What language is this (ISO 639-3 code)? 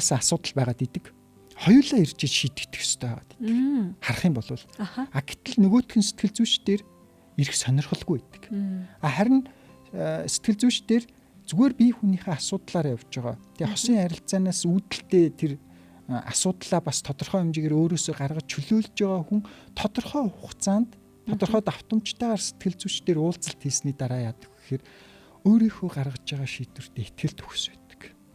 mon